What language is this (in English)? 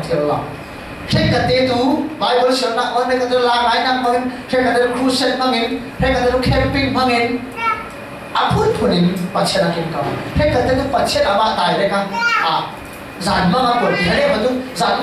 Falam Chin